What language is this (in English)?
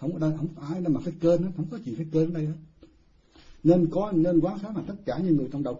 Vietnamese